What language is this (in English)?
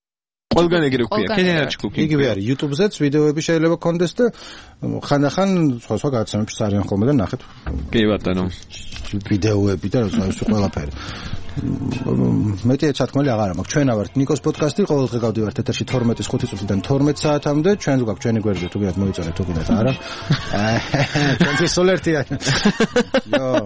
Georgian